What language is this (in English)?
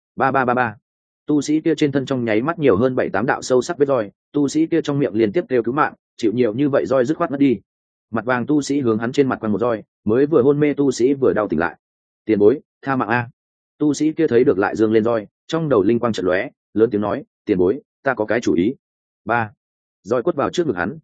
Vietnamese